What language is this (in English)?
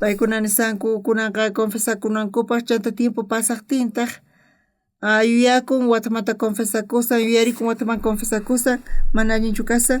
South Bolivian Quechua